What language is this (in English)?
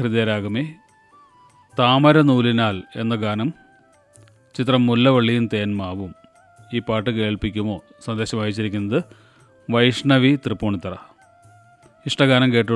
Malayalam